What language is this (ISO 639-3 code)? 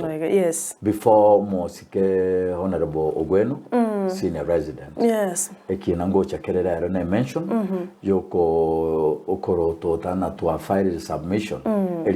guz